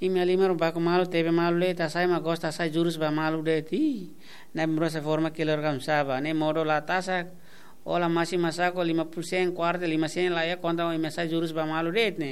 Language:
Tetum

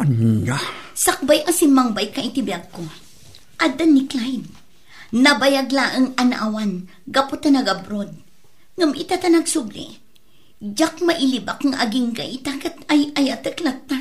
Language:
Iloko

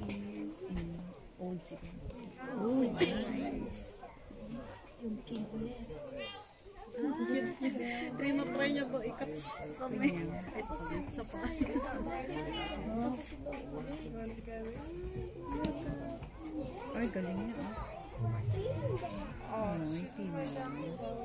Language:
Filipino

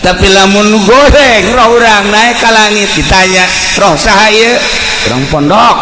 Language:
Sundanese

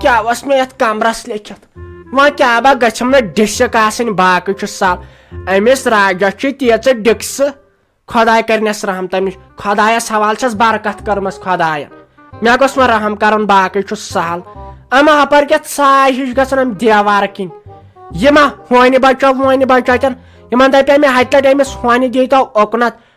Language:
Kashmiri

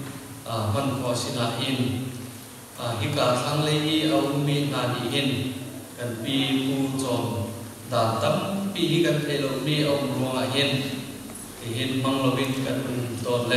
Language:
Hakha Chin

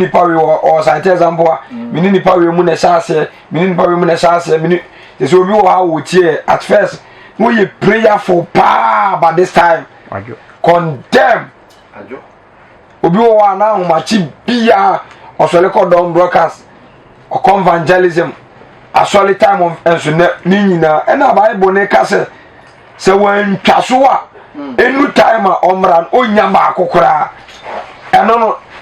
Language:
Akan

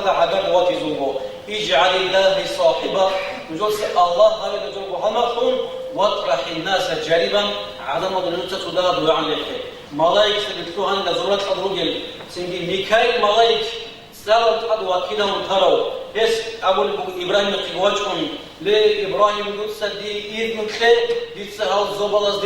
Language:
Avaric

